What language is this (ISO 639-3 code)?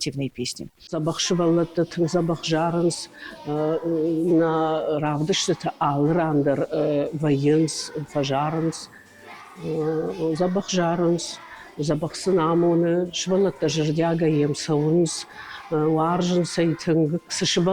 oss